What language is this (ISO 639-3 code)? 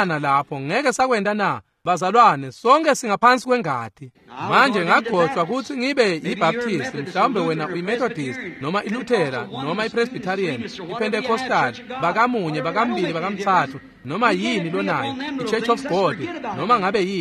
ssw